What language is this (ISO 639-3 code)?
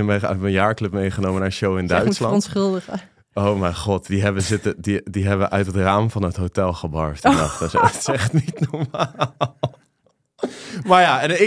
nld